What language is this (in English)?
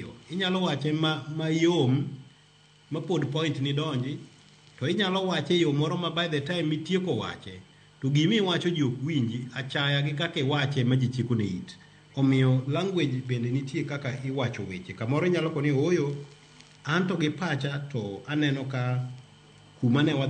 Luo (Kenya and Tanzania)